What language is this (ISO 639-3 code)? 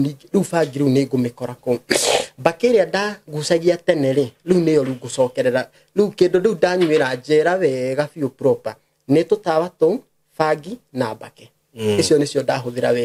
kik